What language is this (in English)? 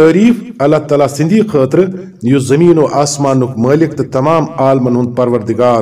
Kashmiri